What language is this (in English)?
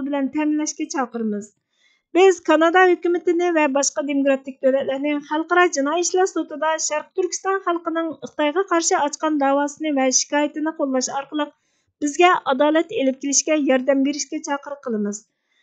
Uyghur